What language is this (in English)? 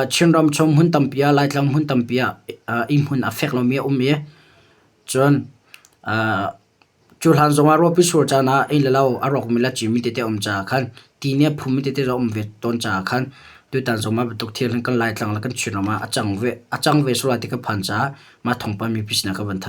Hakha Chin